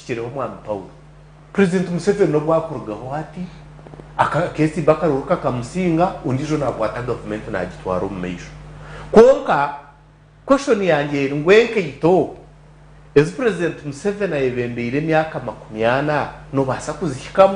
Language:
Nyankole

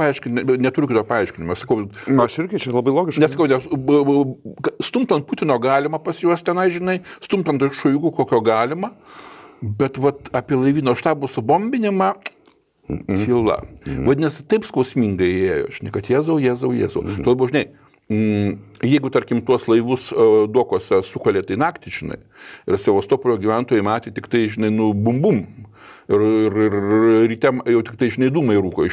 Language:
Lithuanian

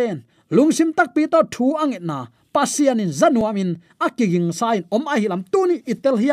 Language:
Tedim Chin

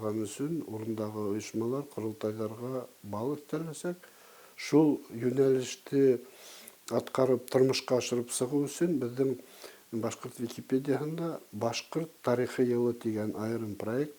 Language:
Bashkir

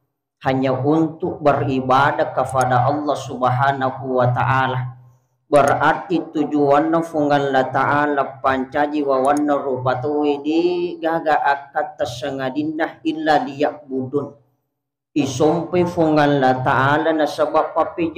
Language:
Buginese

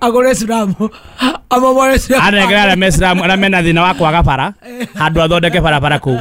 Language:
Kikuyu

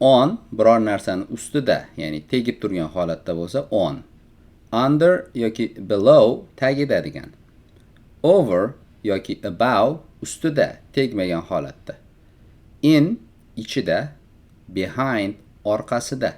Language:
Uzbek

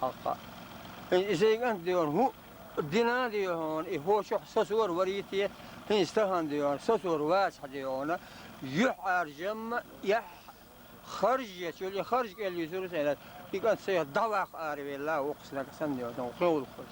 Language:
Chechen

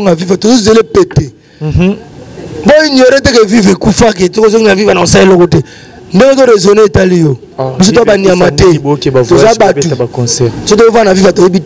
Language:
Lingala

